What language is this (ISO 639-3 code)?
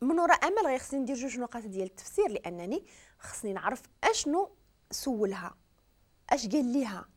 ary